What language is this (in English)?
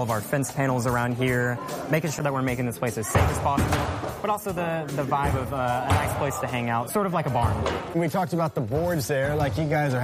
English